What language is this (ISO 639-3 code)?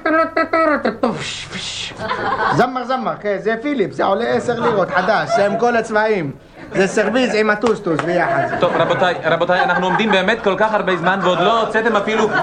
heb